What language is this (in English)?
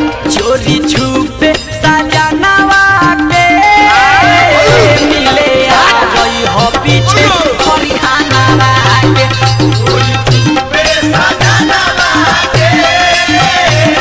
Bhojpuri